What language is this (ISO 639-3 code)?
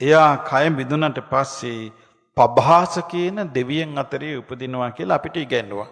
sin